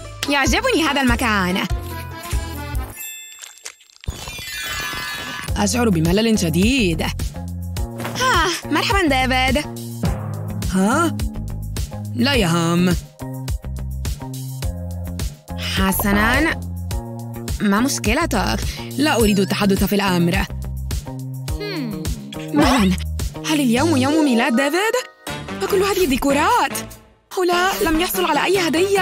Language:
Arabic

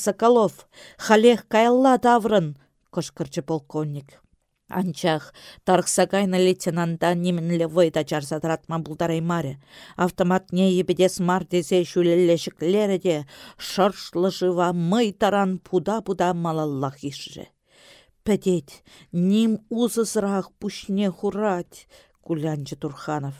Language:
Chuvash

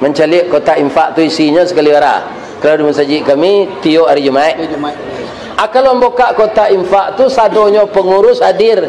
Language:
Minangkabau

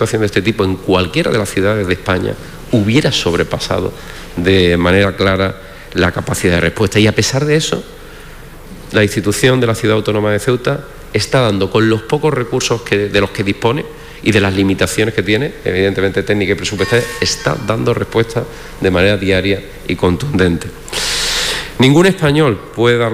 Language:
Spanish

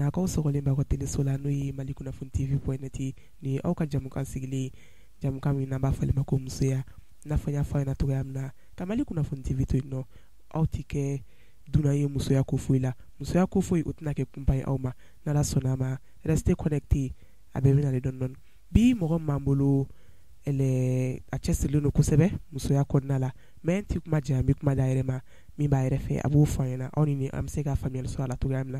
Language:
Bambara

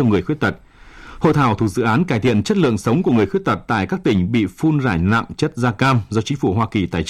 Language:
Vietnamese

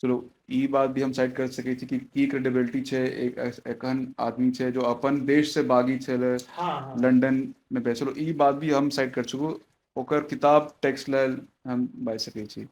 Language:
Maithili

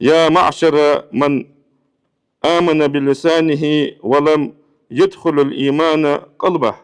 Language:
Ingush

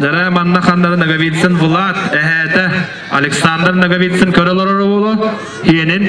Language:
Yakut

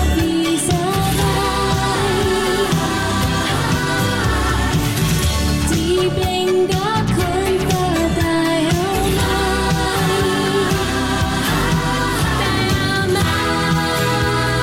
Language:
Danish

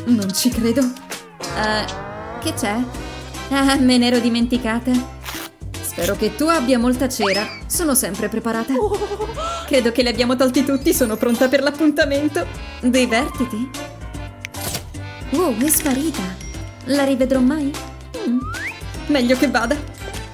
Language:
Italian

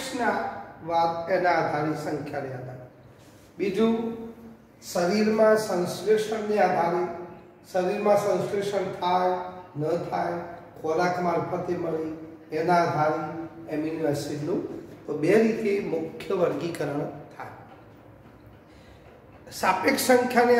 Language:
Gujarati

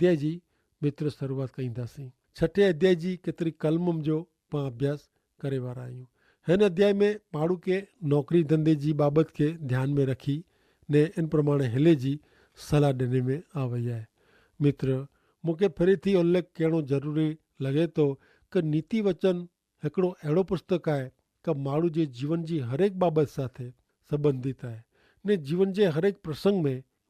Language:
Kachhi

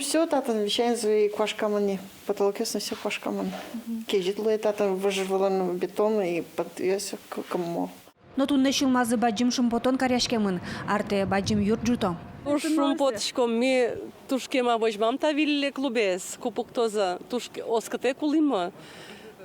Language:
Udmurt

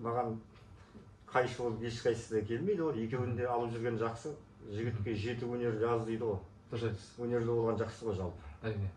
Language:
Kazakh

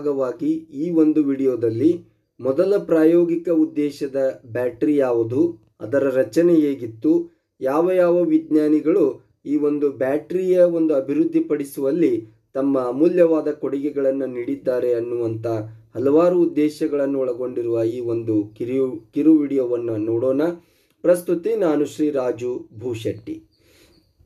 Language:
Kannada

